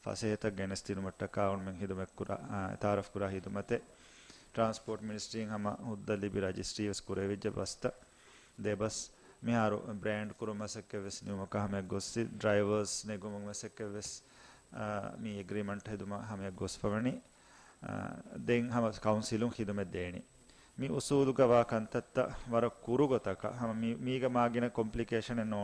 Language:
Divehi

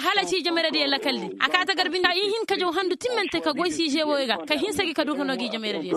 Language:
Koyraboro Senni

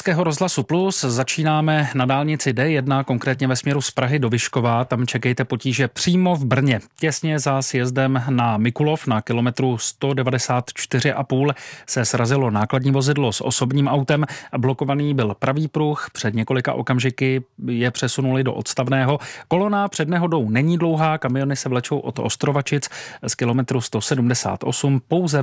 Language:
Czech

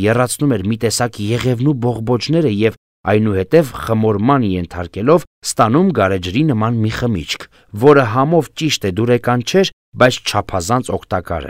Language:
Armenian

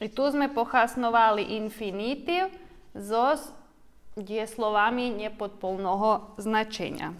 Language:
Rusyn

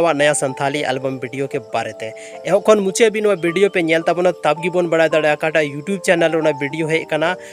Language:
Santali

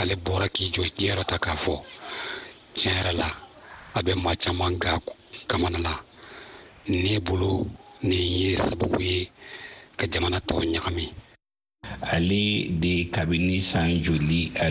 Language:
Bambara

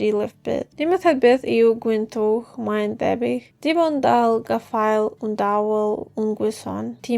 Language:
Welsh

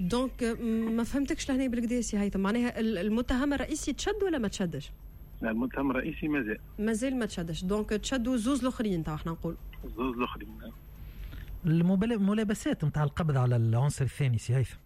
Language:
Tunisian Arabic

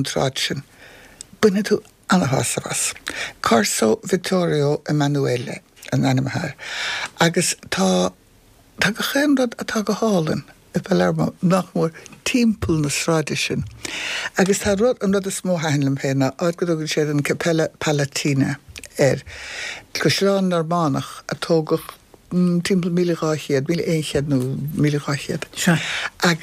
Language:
Irish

